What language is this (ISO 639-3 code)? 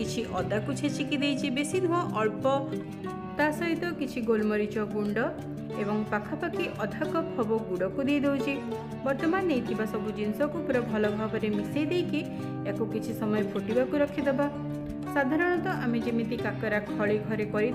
ori